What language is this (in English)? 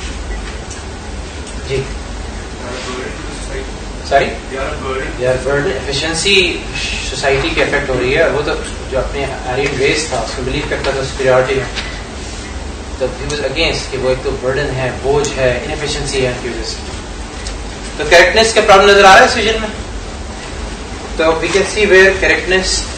Urdu